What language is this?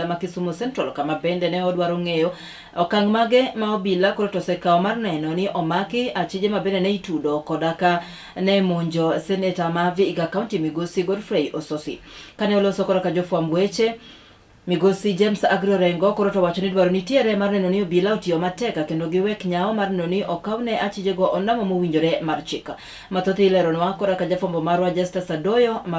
Luo (Kenya and Tanzania)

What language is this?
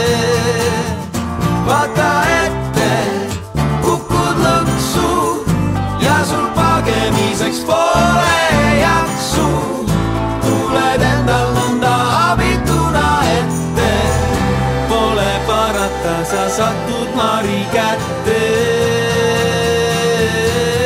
Estonian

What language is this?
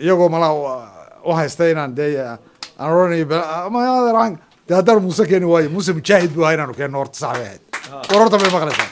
Somali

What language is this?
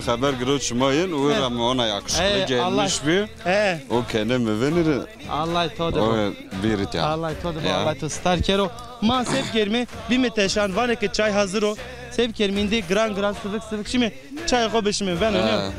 Zaza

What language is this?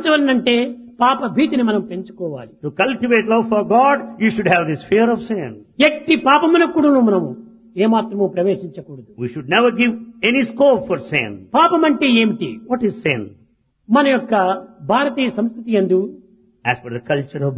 Telugu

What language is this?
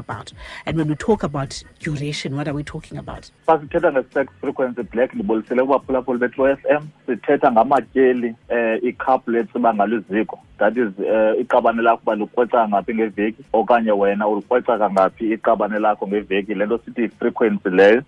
Xhosa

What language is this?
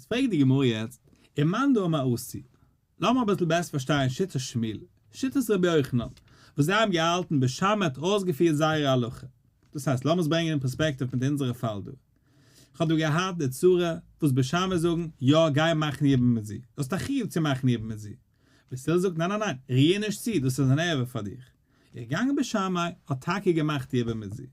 Yiddish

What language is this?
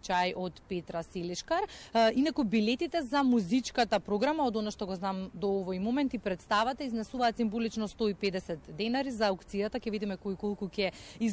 Macedonian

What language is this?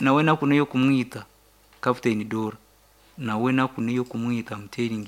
Nyankole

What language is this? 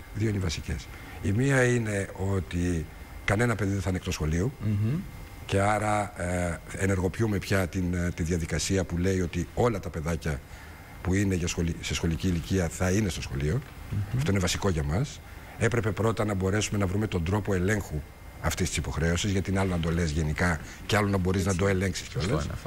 Greek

